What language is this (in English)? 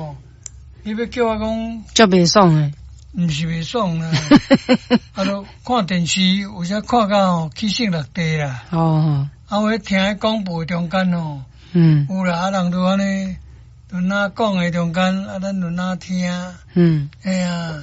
Min Nan Chinese